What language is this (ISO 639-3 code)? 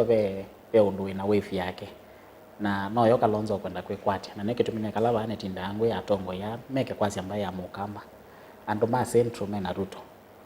kam